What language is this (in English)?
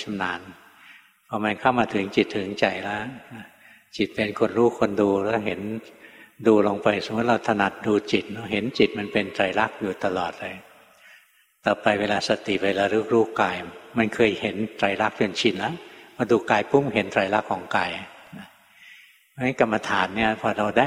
Thai